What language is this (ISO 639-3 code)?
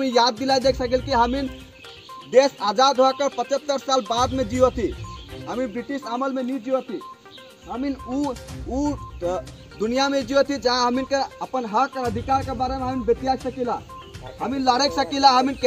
sck